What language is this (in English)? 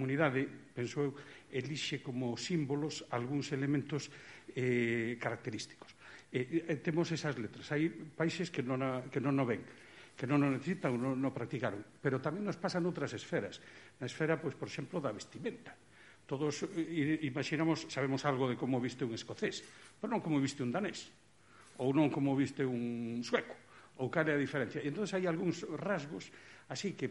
Galician